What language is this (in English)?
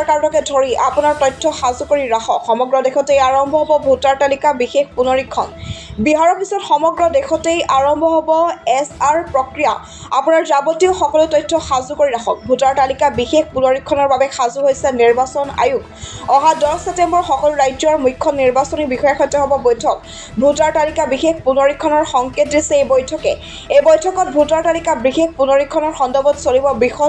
Assamese